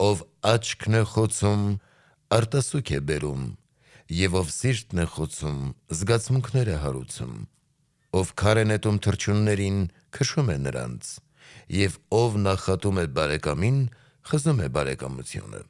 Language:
Armenian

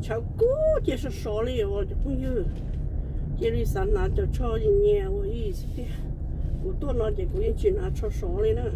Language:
Hmong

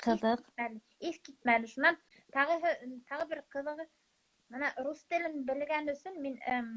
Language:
Bashkir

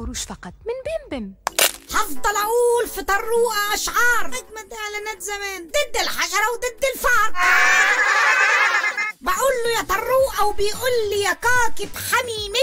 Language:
Egyptian Arabic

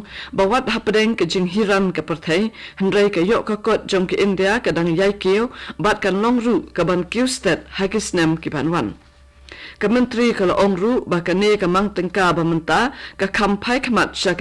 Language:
Khasi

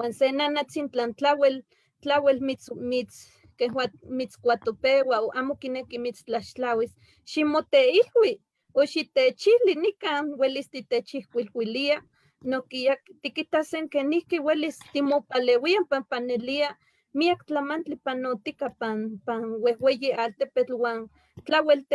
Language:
Eastern Huasteca Nahuatl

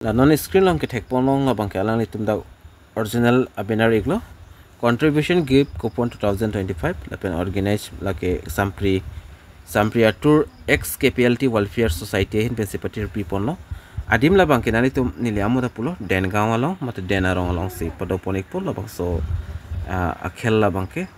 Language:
Karbi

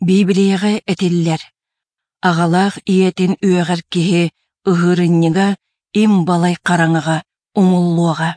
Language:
Yakut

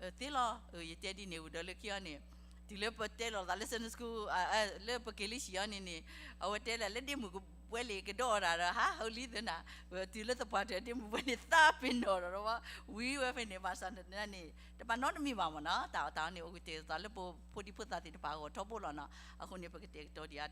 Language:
S'gaw Karen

